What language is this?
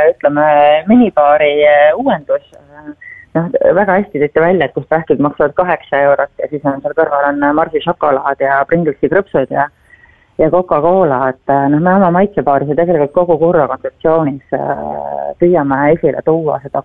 Estonian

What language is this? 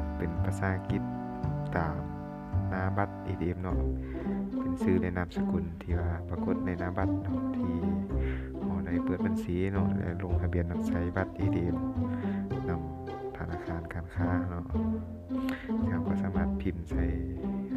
Lao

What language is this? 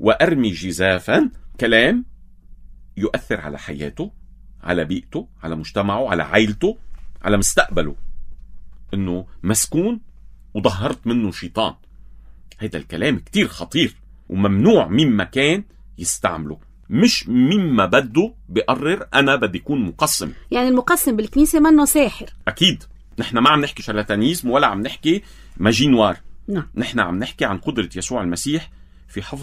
North Levantine Arabic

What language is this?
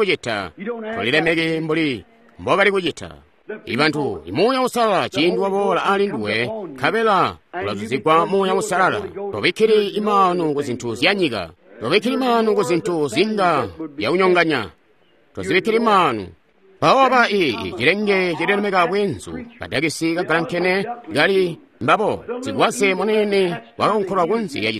Tonga (Zambia)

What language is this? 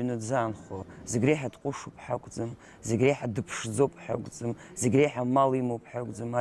Abkhazian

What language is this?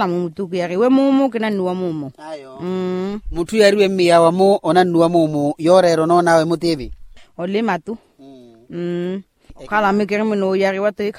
Makhuwa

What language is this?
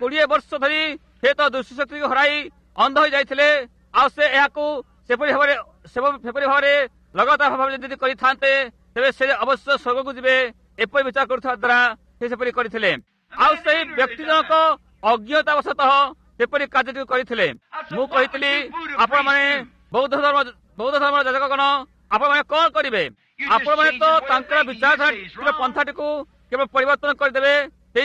Odia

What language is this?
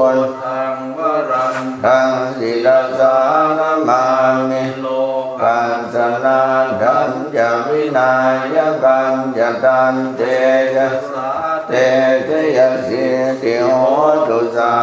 Pali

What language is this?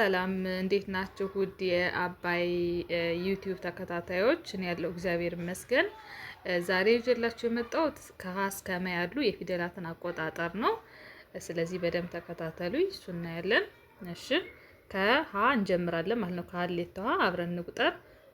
Amharic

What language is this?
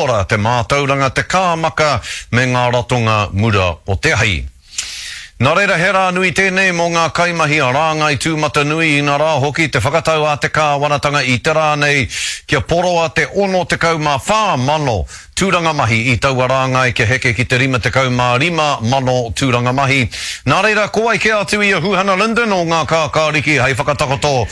Māori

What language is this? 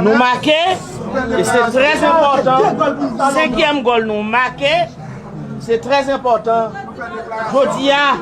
Haitian Creole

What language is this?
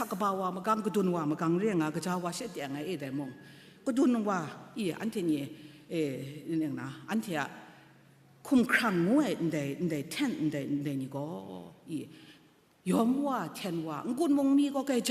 Kachin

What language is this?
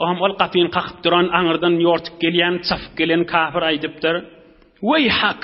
Turkmen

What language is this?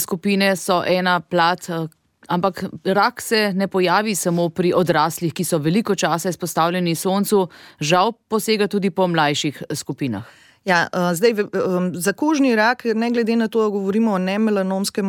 Slovenian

